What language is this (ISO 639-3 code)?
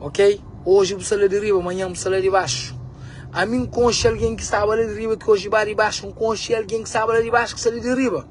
kea